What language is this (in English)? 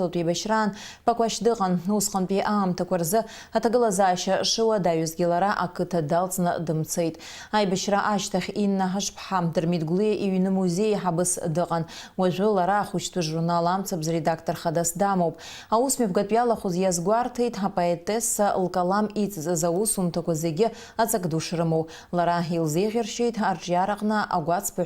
Abkhazian